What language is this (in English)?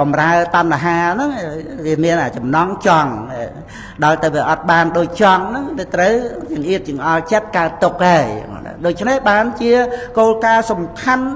Khmer